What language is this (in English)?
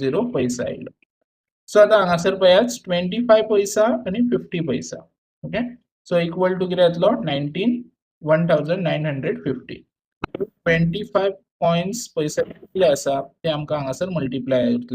Konkani